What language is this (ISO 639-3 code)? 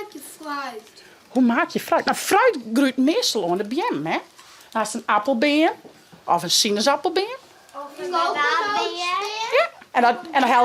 fry